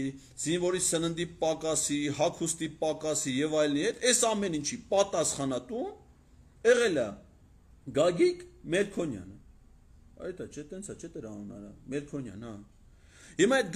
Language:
Armenian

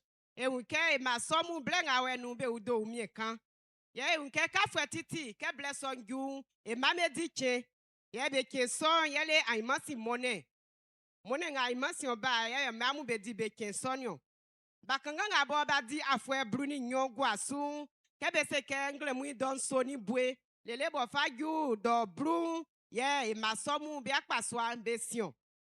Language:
Baoulé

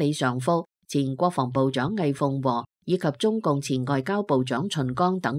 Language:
Cantonese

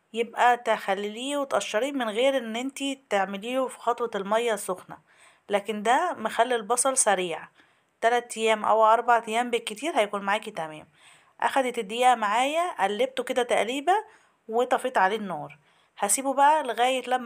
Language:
Egyptian Arabic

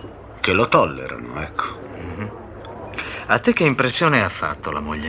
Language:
Italian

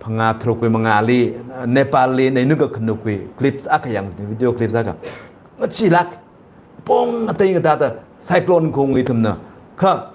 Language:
Tangkhul Naga (India)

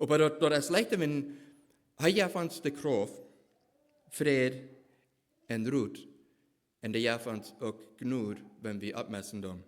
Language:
Plautdietsch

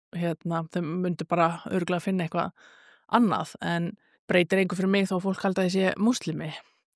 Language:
Icelandic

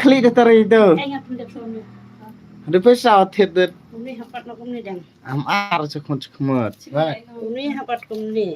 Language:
Khasi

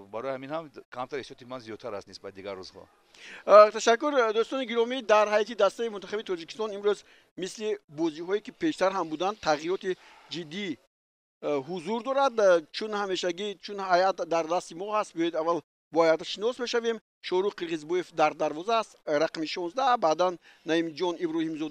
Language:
Tajik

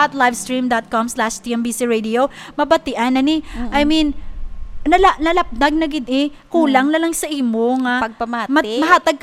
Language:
Hiligaynon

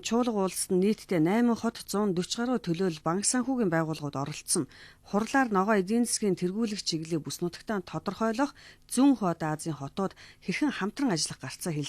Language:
Mongolian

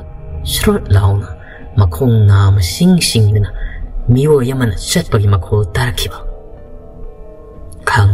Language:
Manipuri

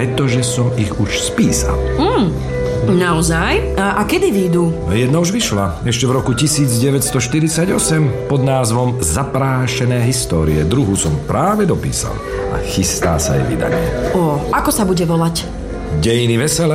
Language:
Slovak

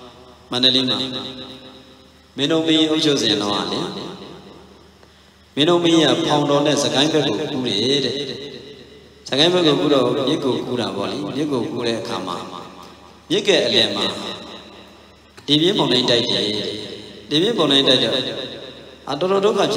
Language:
Burmese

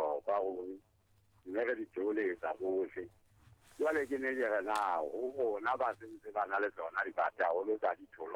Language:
Southern Sotho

